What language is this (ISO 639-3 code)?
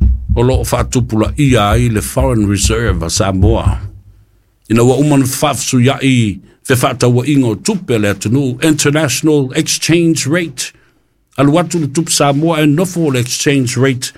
smo